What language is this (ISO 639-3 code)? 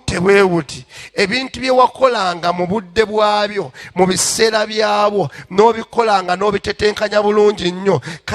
lug